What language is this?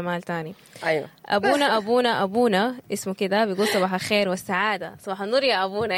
Sudanese Arabic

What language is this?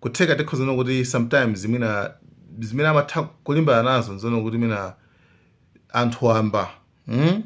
Nyanja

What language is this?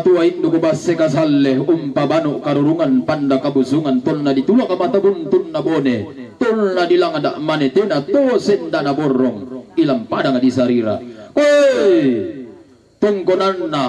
Toraja-Sa'dan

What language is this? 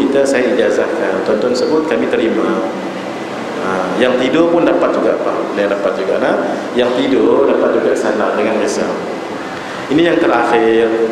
Malay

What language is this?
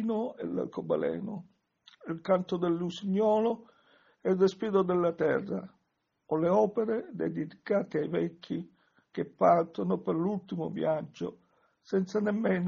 Italian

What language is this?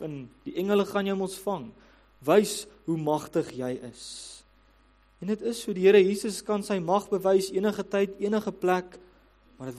Afrikaans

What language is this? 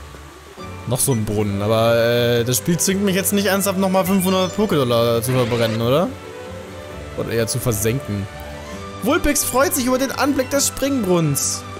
German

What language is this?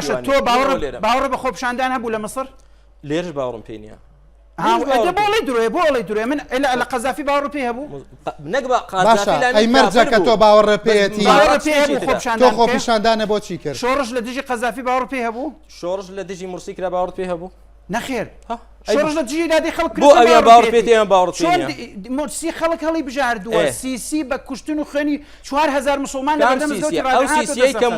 Central Kurdish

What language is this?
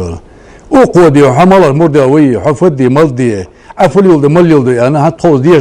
Ingush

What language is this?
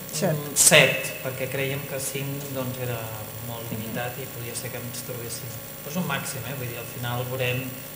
Catalan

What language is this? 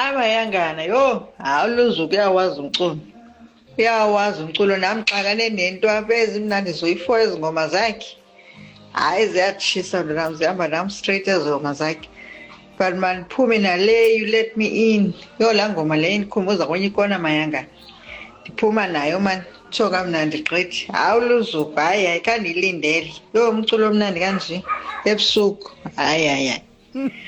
Xhosa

